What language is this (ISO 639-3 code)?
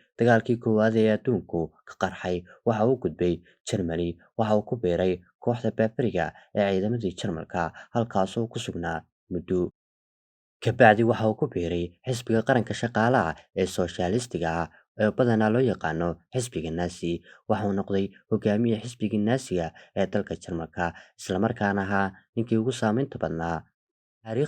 som